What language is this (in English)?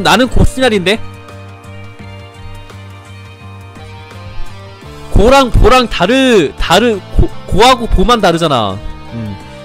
Korean